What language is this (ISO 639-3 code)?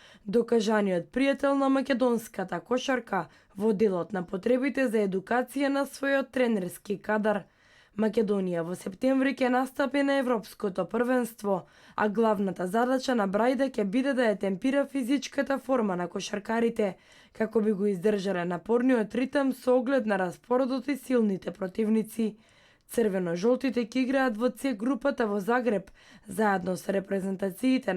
mkd